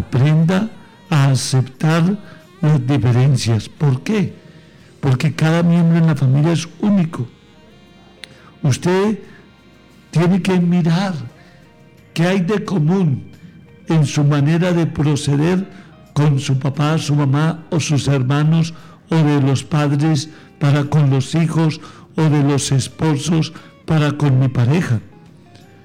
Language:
Spanish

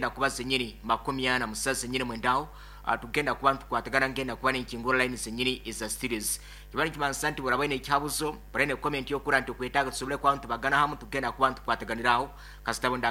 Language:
Nyankole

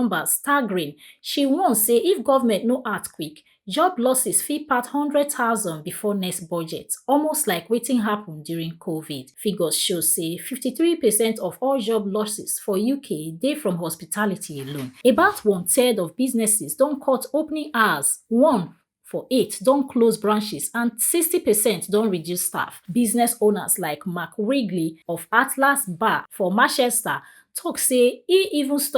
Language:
Nigerian Pidgin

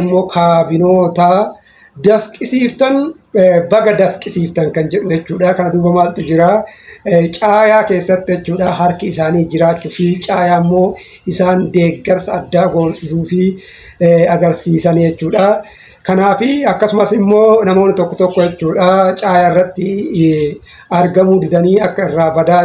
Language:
Oromo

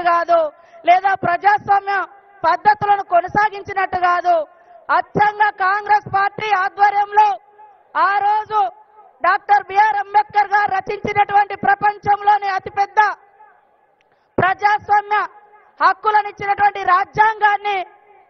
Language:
Telugu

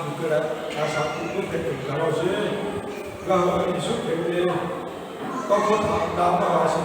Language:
Lahu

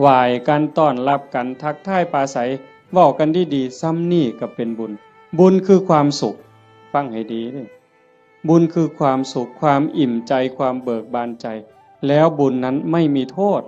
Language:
Northeastern Thai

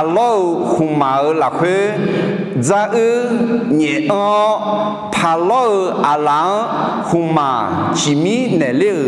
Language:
Akha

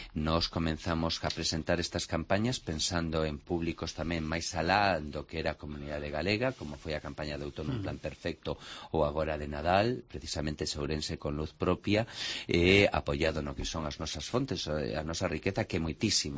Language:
Galician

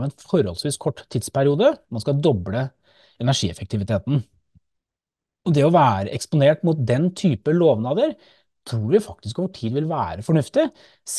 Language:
Norwegian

